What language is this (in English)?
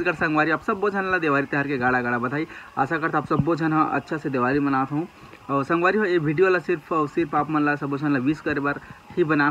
Chhattisgarhi